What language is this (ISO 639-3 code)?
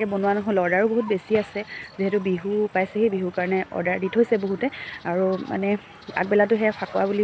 asm